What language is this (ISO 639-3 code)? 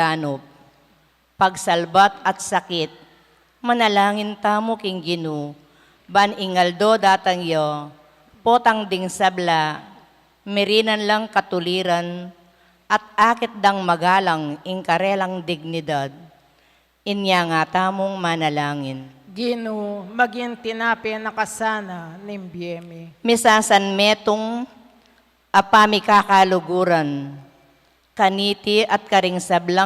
pam